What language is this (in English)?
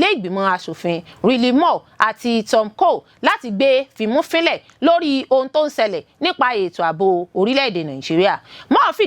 Yoruba